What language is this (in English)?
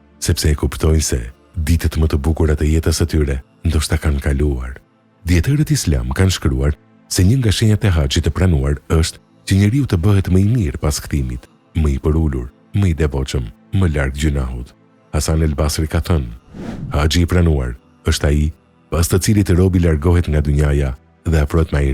Albanian